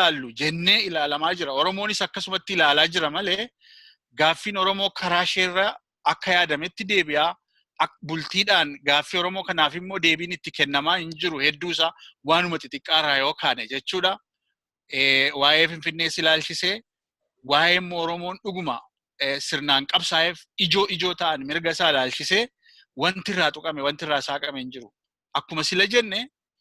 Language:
Oromo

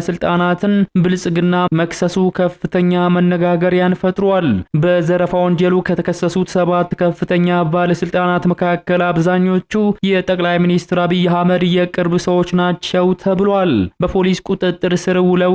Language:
Amharic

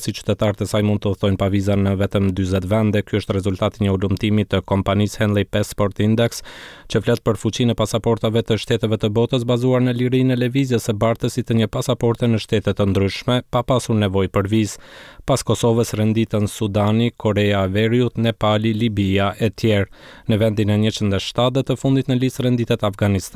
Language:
Albanian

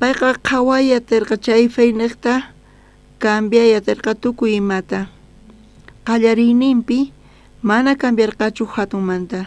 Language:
South Bolivian Quechua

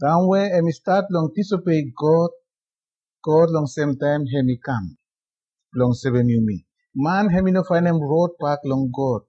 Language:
Bislama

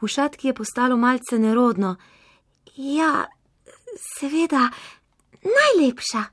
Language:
Slovenian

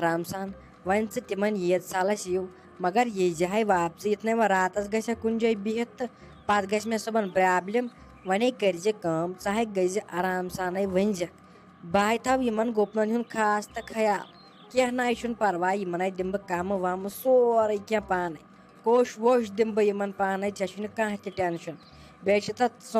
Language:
Kashmiri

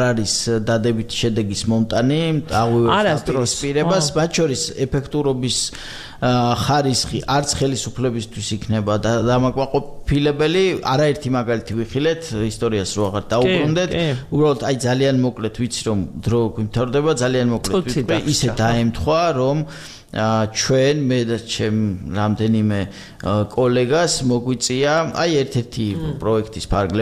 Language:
Georgian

